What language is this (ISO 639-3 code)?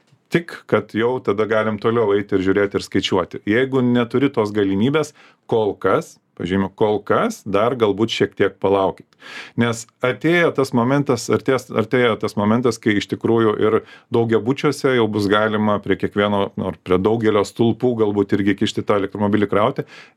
lit